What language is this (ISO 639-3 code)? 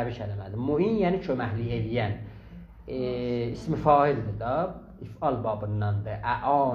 azb